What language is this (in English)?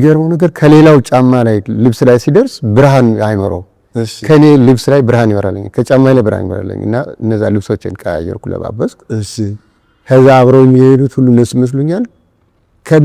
Amharic